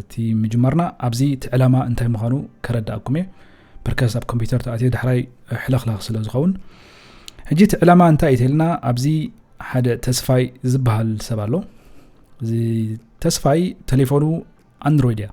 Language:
Tigrinya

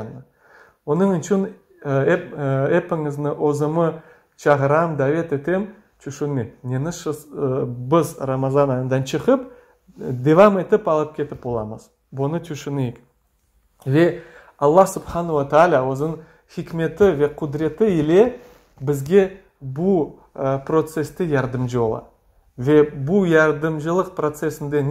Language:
Crimean Tatar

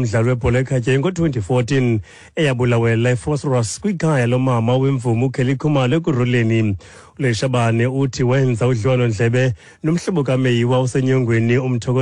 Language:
Xhosa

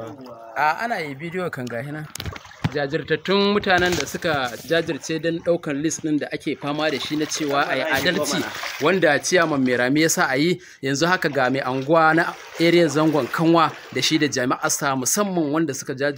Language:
Hausa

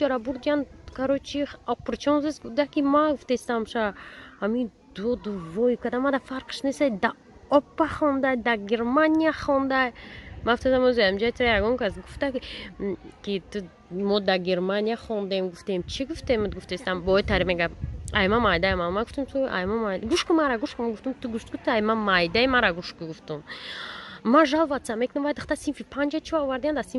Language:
Tajik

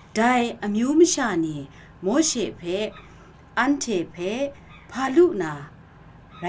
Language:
Kachin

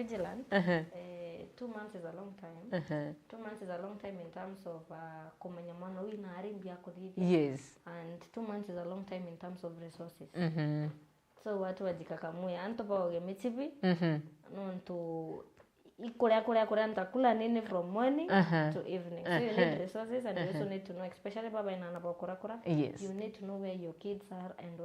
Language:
Meru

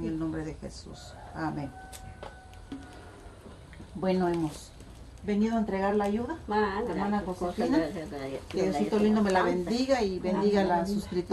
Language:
Spanish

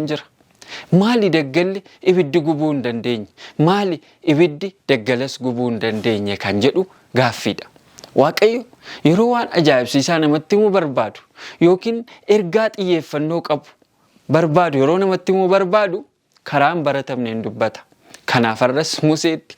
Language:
Oromo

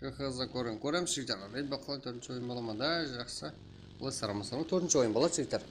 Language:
Kara-Kalpak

